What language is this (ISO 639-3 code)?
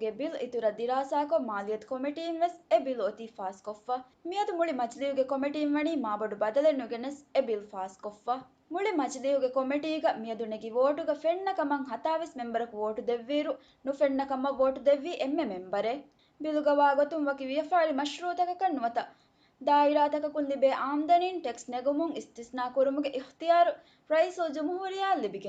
div